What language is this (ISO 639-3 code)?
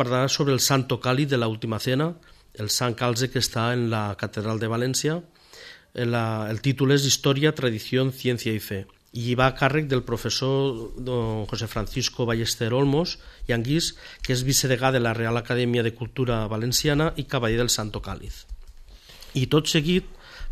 cat